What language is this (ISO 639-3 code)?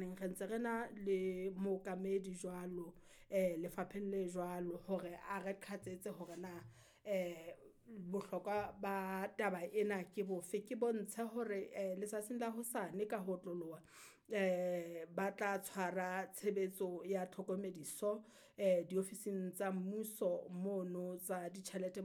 sot